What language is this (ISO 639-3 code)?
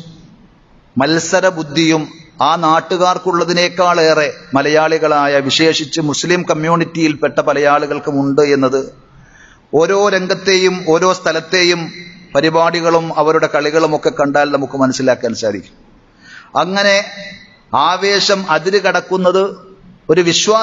mal